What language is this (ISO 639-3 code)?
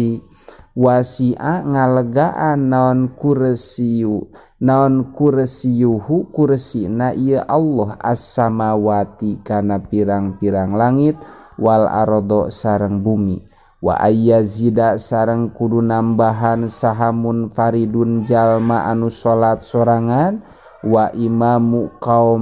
sun